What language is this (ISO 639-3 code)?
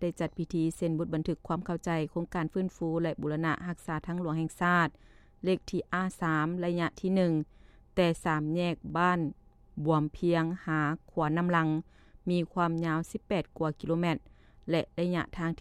lao